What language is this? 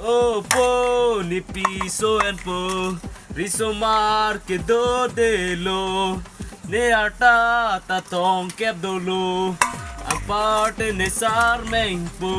Karbi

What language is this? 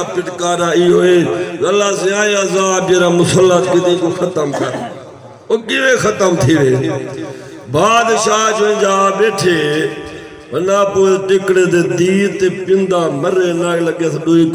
Saraiki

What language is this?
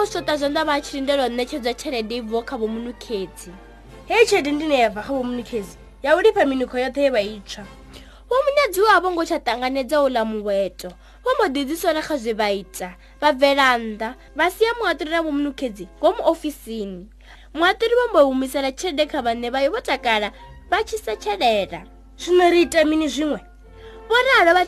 Venda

